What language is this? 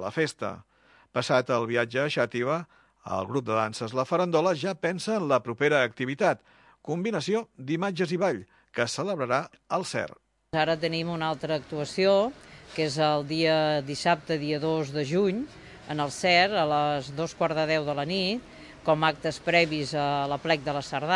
Catalan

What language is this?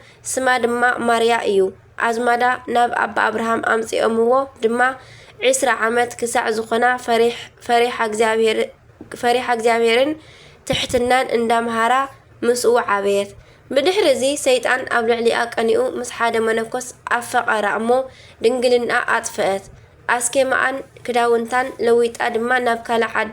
Tigrinya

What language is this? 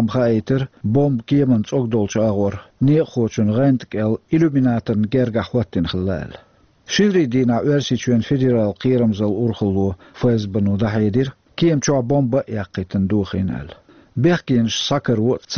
Chechen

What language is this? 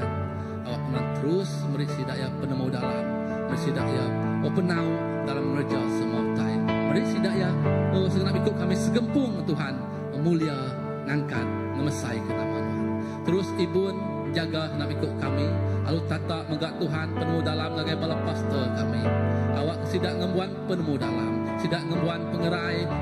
Iban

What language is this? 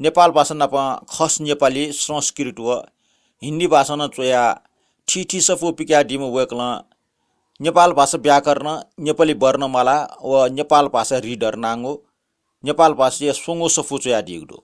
Newari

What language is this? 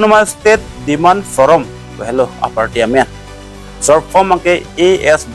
Karbi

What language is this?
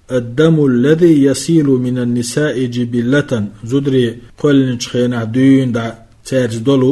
Chechen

